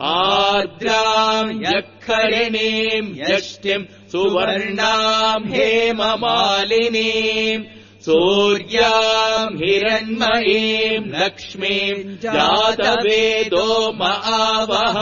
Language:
Sanskrit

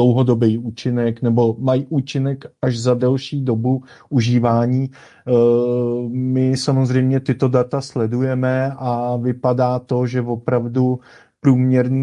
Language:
Czech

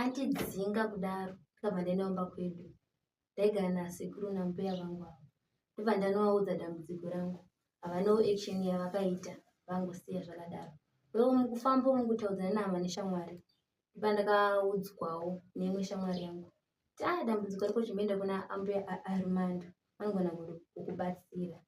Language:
Shona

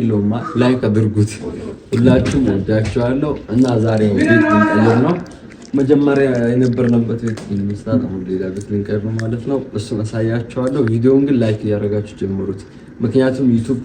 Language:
Amharic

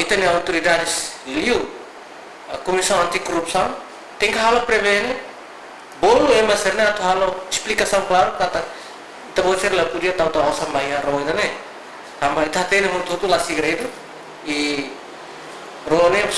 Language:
Tetum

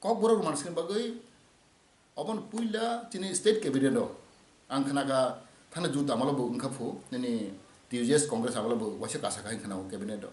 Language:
Kok Borok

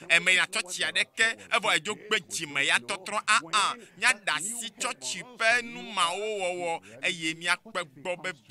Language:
Ewe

